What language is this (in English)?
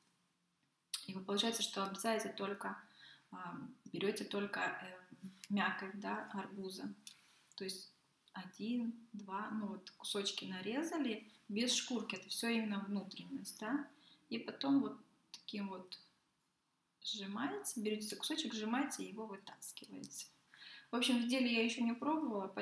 Russian